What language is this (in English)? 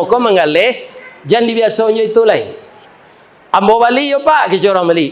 Minangkabau